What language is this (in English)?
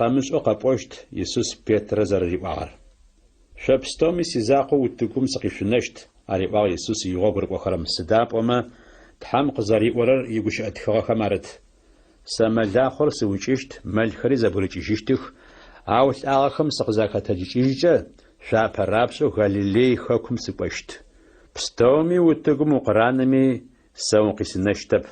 Adyghe